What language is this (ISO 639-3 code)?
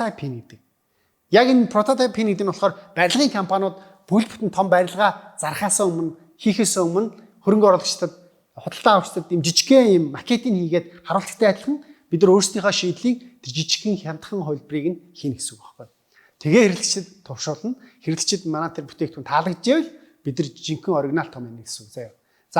mon